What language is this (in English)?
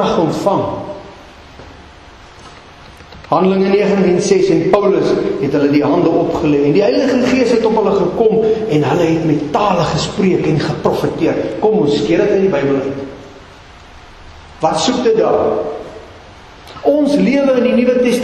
Afrikaans